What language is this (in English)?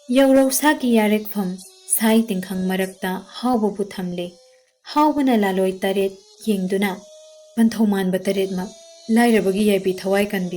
Manipuri